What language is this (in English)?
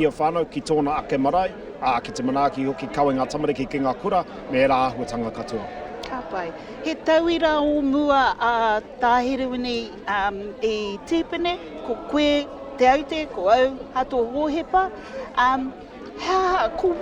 Māori